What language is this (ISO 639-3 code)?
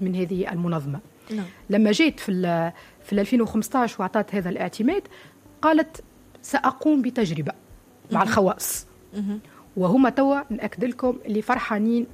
aeb